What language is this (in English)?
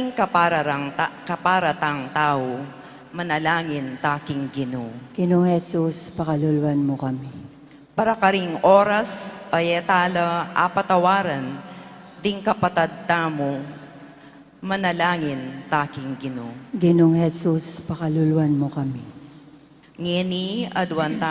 Pampanga